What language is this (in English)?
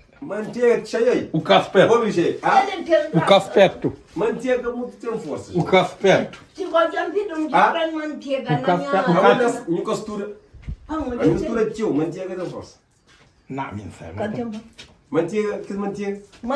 Kabuverdianu